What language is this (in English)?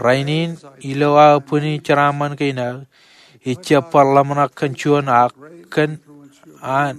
Marshallese